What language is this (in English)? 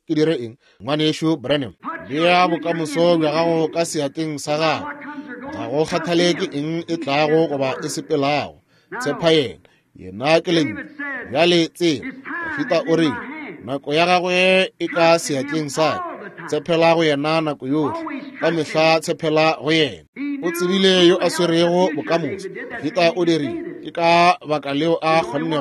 Northern Sotho